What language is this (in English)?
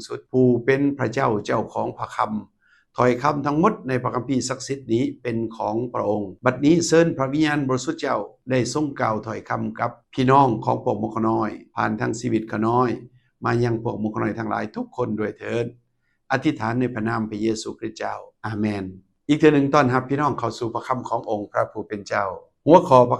Lao